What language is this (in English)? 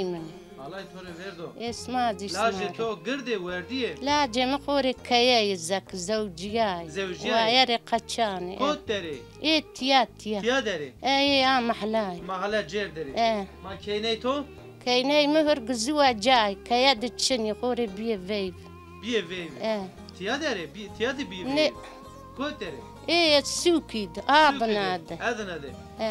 Zaza